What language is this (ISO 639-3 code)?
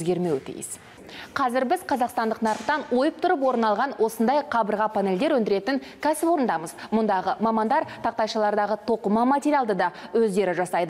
kaz